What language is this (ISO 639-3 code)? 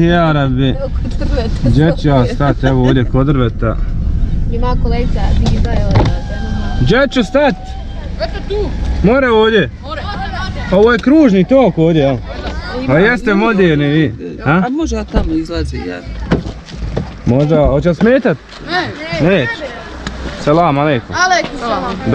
bos